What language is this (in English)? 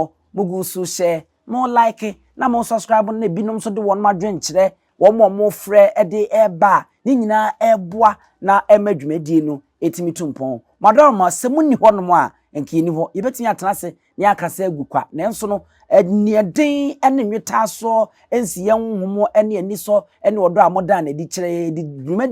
Akan